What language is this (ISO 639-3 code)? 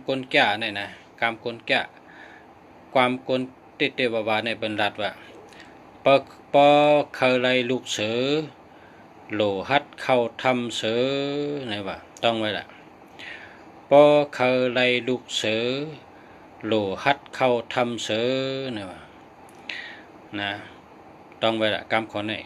shn